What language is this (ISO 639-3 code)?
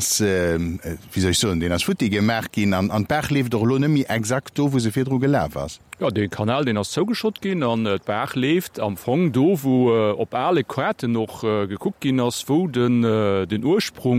ltz